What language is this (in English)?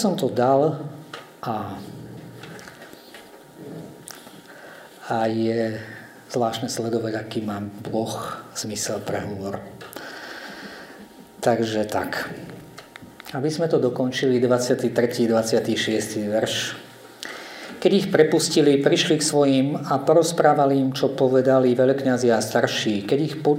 Slovak